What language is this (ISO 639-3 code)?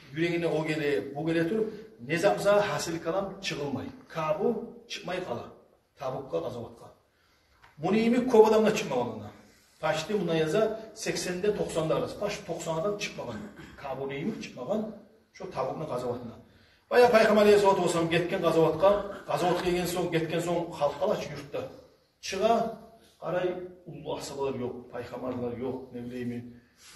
kum